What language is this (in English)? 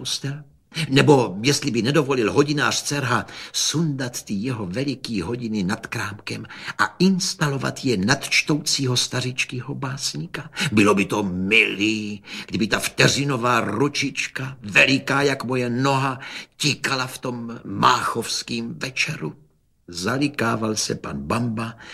Czech